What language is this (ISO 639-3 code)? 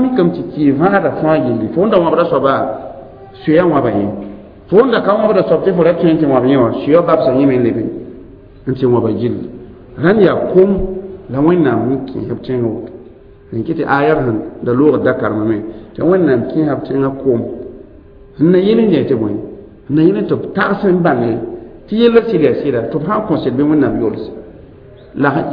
mos